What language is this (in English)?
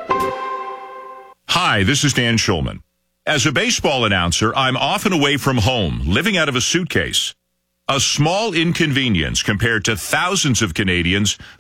English